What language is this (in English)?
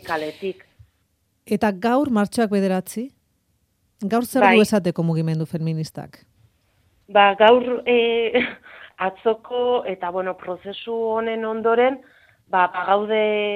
Basque